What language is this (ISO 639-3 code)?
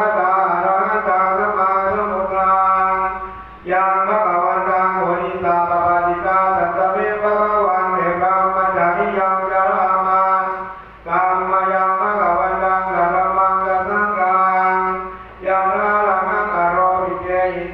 pli